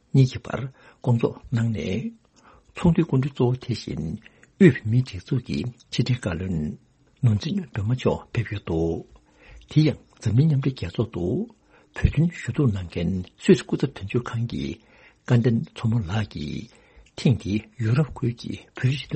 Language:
Tibetan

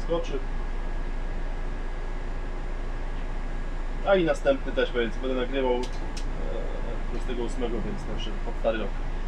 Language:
Polish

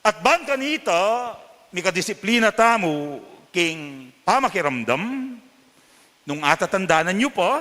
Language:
Pampanga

